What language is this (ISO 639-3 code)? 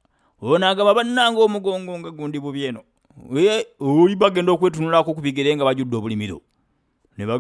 lug